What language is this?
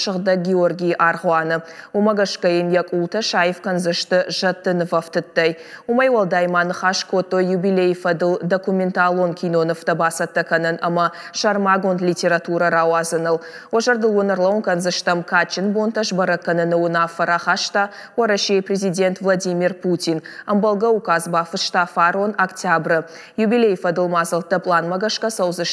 Ossetic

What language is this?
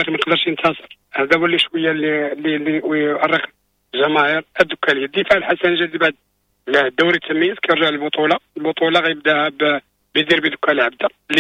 Moroccan Arabic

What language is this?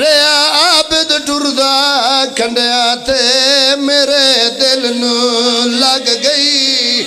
Pahari-Potwari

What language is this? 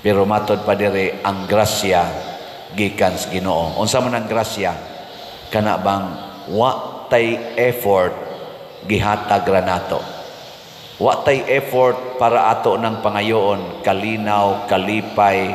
Cebuano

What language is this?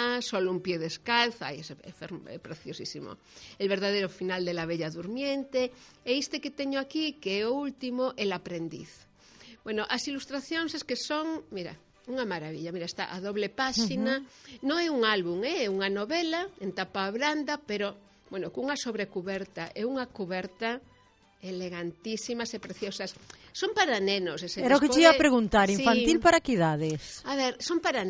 Galician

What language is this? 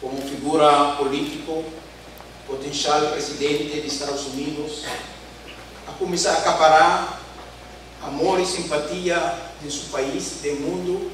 Papiamento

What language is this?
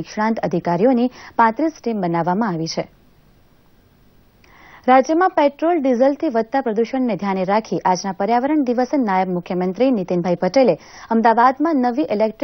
Gujarati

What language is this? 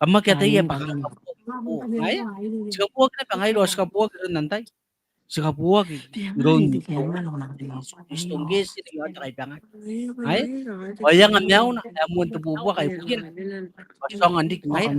Gilbertese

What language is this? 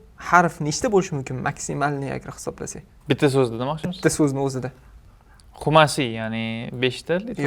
Uzbek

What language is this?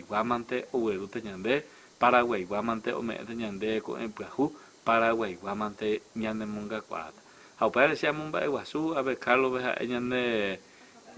Guarani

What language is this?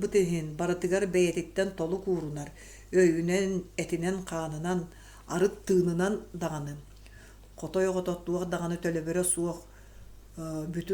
Yakut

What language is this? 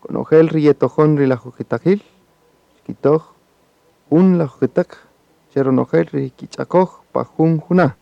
Kaqchikel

